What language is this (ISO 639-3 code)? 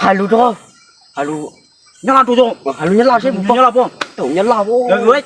hmn